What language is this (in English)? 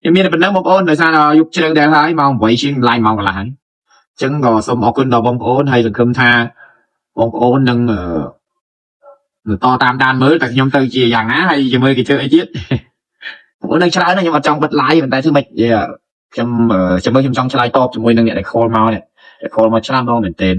Khmer